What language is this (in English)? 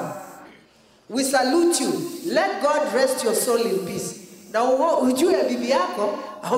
Meru